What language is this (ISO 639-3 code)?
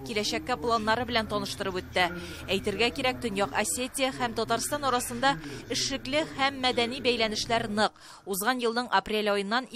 tat